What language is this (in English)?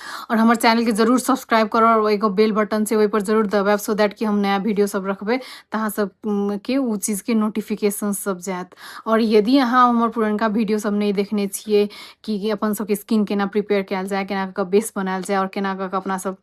Maithili